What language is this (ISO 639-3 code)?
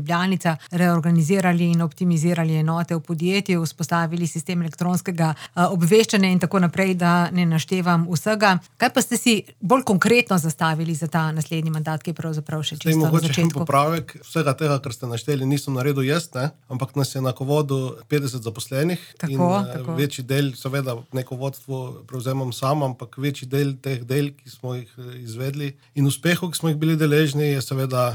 slv